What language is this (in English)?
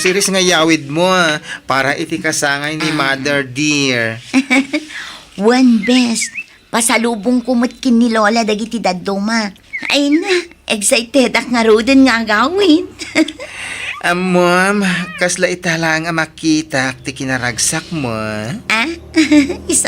Iloko